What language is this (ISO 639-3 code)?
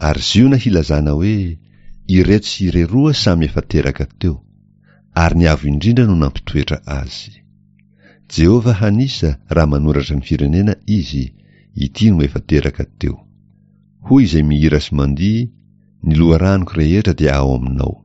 mlg